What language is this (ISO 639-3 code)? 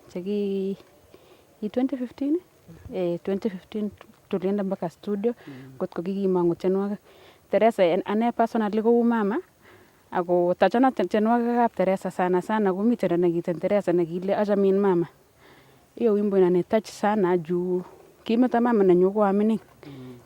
niq